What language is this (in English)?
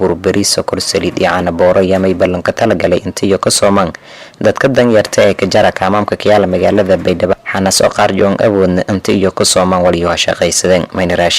Somali